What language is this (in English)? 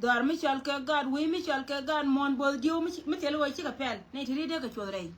Nuer